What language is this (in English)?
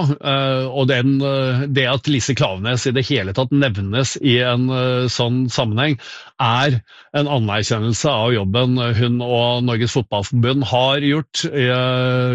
Norwegian